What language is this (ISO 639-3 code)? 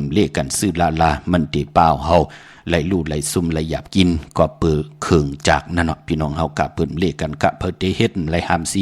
shn